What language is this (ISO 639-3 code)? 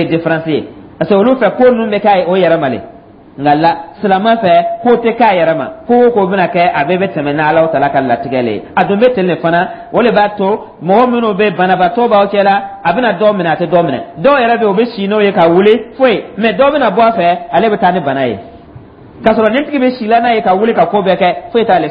dyu